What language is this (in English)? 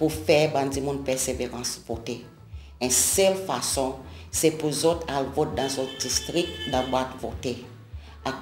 Seselwa Creole French